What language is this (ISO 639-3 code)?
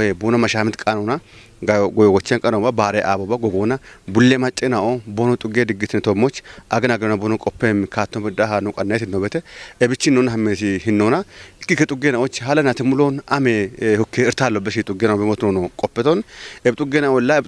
kbr